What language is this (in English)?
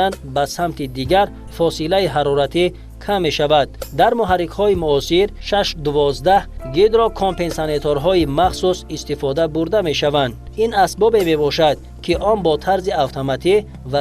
Tajik